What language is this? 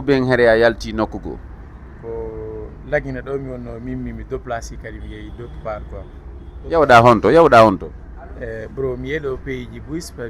Fula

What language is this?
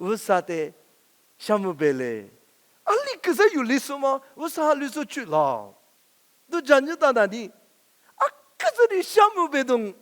Lisu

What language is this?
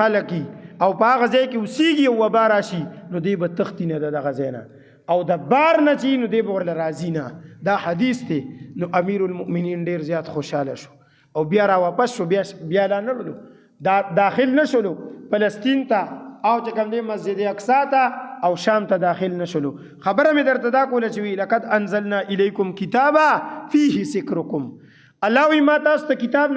Pashto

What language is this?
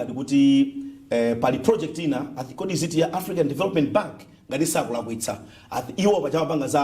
Nyanja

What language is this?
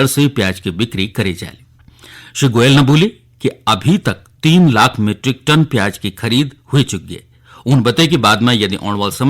Garhwali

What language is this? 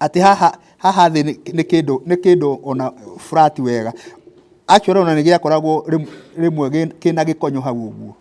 Kikuyu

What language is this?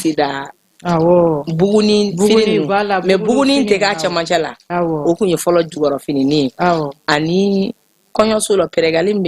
Bambara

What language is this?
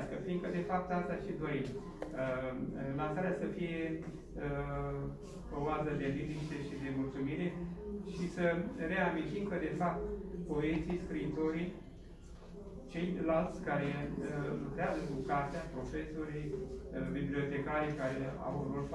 Romanian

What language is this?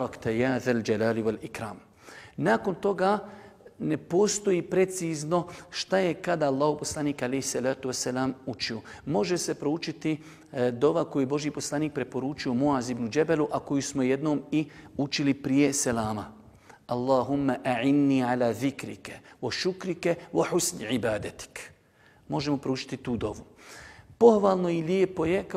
Bosnian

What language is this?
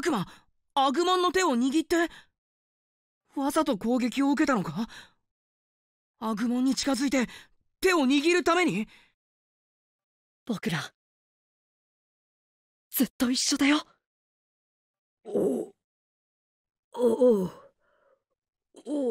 Japanese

